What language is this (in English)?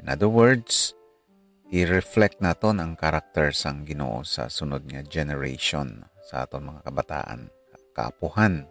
Hiligaynon